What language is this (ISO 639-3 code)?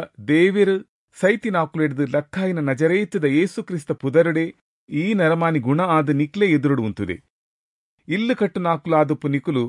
tcy